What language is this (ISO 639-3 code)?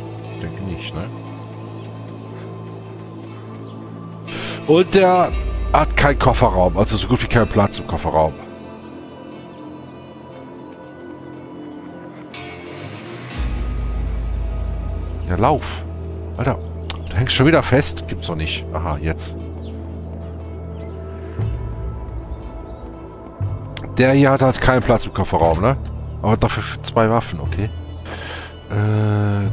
deu